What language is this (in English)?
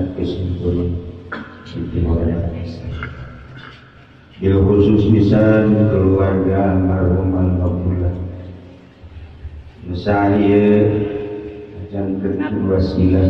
Sundanese